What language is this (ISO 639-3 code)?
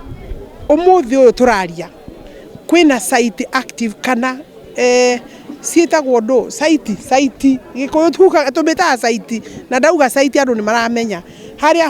kik